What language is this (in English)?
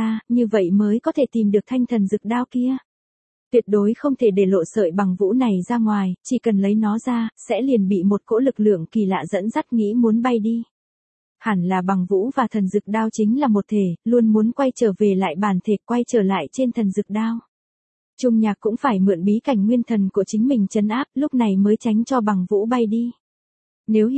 Vietnamese